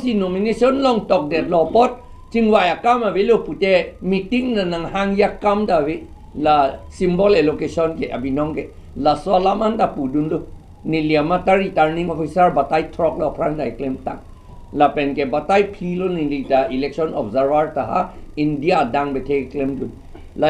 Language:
Karbi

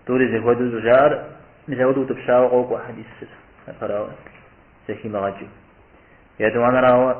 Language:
Kabardian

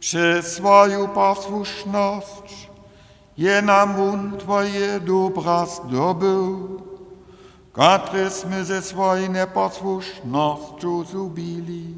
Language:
Upper Sorbian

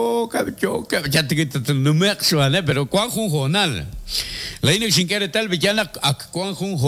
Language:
Kekchí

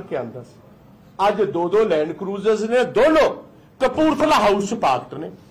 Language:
Punjabi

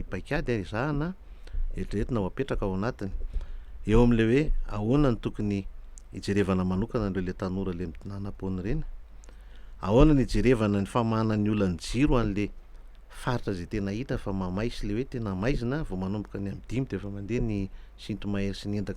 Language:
Malagasy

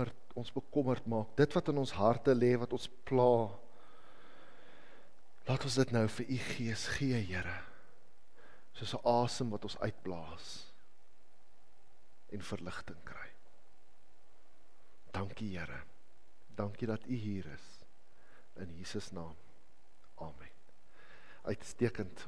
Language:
Afrikaans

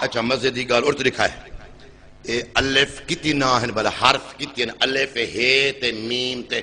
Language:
Saraiki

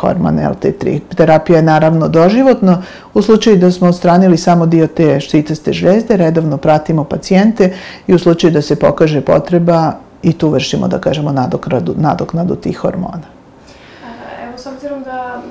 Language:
Serbian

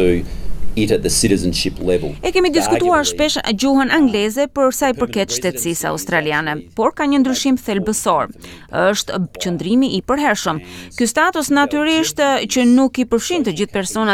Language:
Albanian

